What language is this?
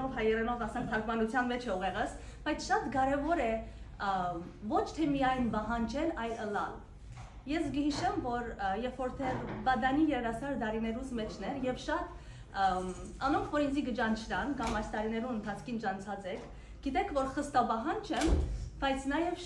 Western Armenian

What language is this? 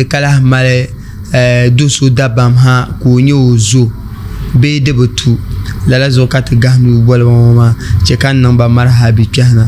Dagbani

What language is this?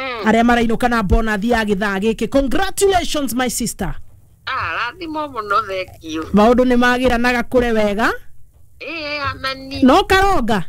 Kikuyu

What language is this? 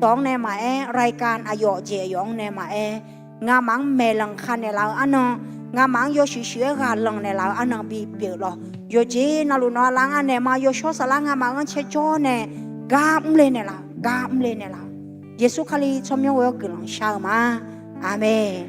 Akha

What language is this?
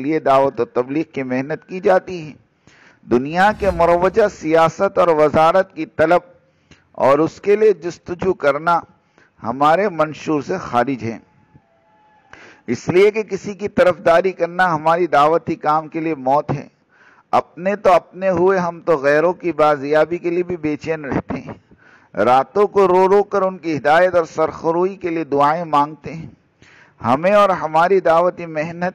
Urdu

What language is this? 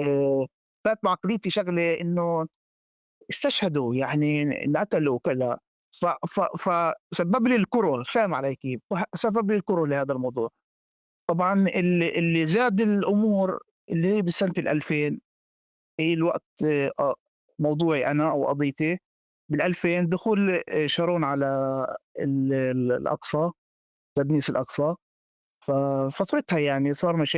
North Levantine Arabic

